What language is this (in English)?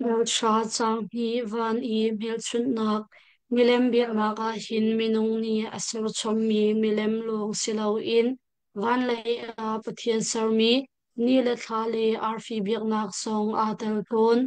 Hakha Chin